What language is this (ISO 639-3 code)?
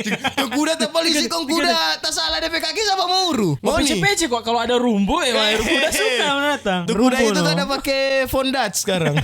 xmm